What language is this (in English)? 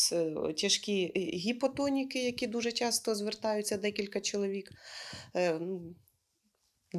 Ukrainian